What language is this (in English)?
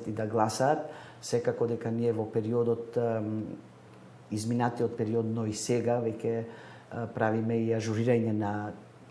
Macedonian